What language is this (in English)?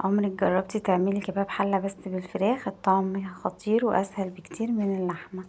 Egyptian Arabic